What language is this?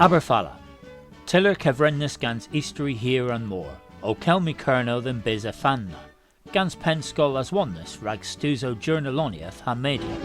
Cornish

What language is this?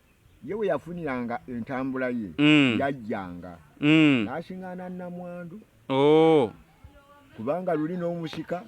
Ganda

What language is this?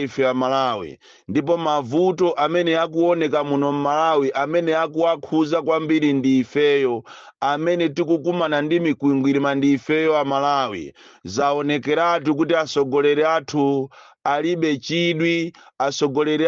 Nyanja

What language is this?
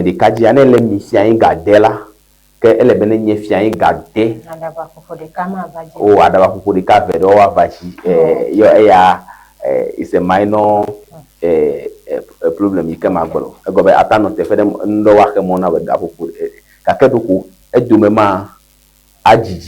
Ewe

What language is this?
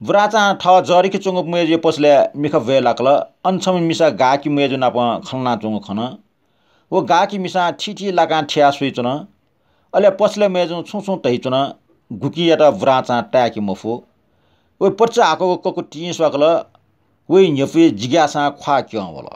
Newari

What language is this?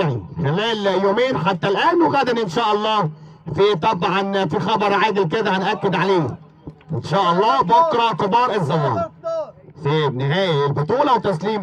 Egyptian Arabic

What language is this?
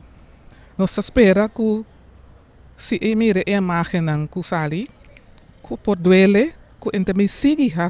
Papiamento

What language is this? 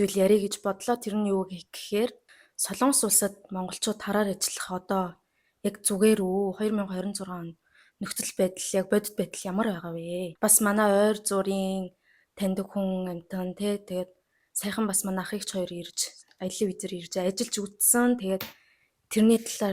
Mongolian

